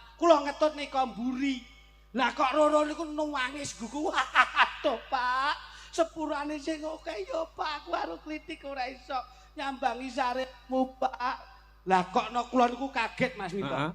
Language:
Javanese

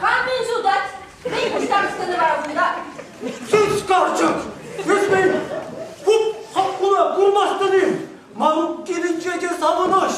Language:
Chuvash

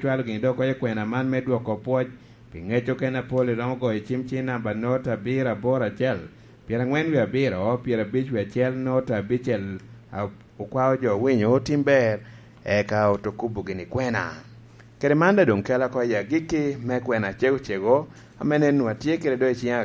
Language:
Lango (Uganda)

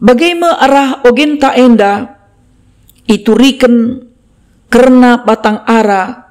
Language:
Batak Karo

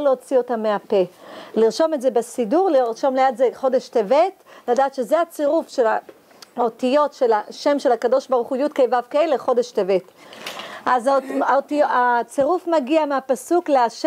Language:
Hebrew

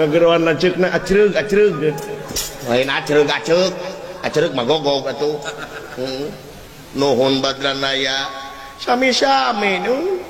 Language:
Sundanese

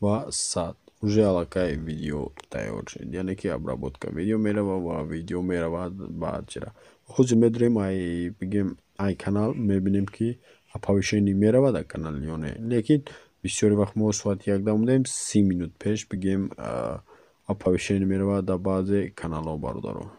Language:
Tajik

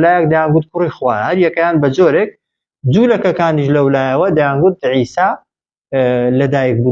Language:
Central Kurdish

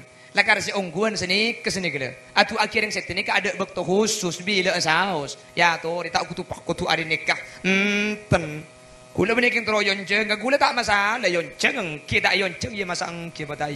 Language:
Madurese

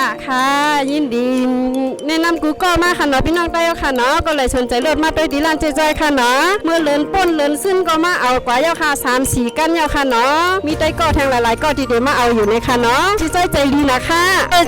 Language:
Shan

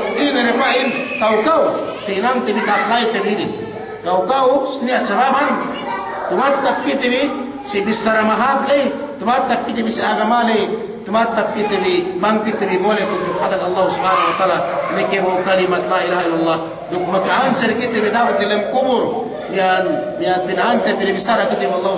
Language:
Yakan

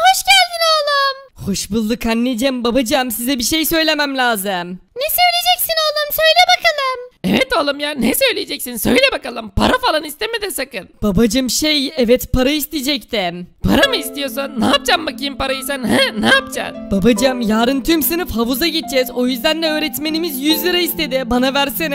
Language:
Turkish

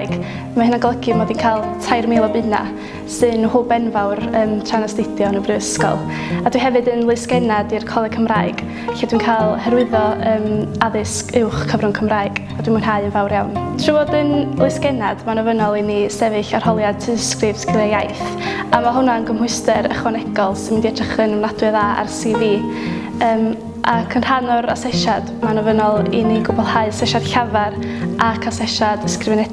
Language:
Welsh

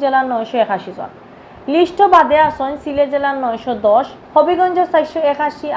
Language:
Sylheti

